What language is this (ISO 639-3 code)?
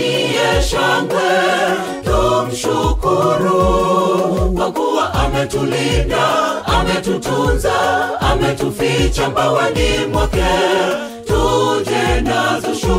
swa